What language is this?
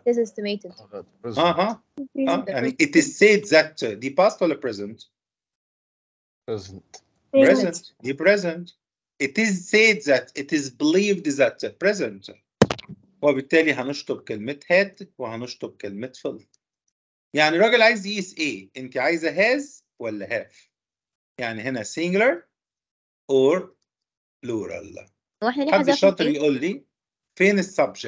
Egyptian Arabic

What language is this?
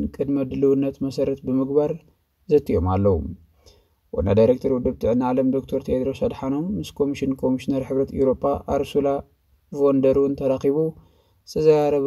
Tigrinya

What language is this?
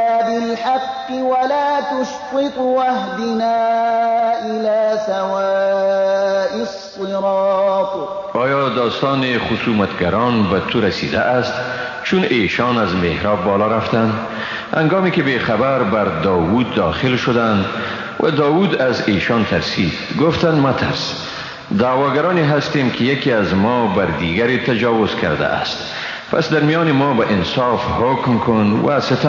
Persian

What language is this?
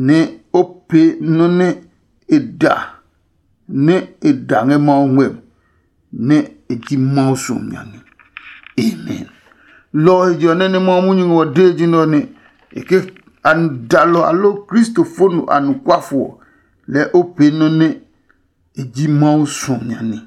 Adangme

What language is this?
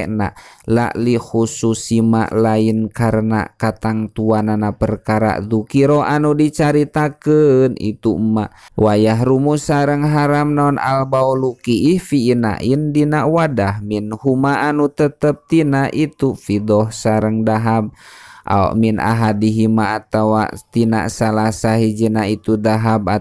Sundanese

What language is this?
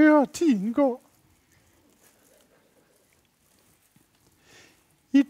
Danish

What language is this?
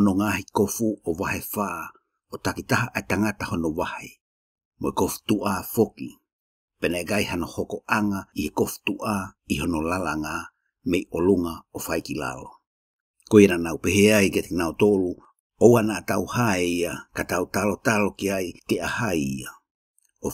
Tongan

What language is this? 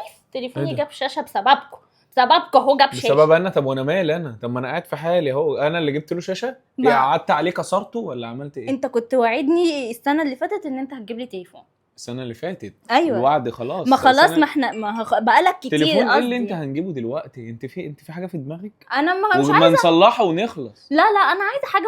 Egyptian Arabic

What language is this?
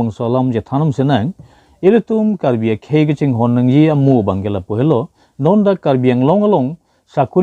Karbi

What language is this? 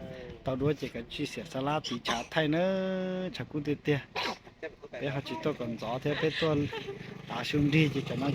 Hmong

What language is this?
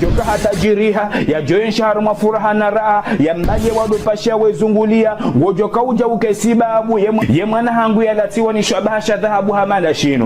Ngazidja Comorian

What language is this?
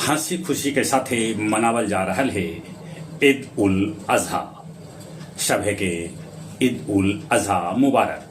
Magahi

